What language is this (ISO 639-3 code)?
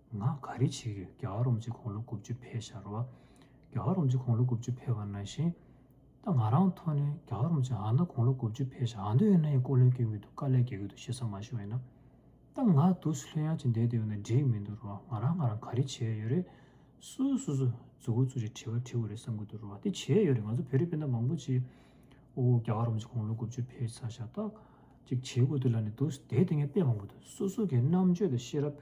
bod